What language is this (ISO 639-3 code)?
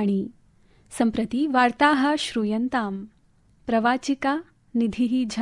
san